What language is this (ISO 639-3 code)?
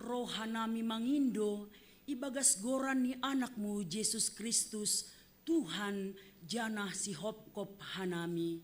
bts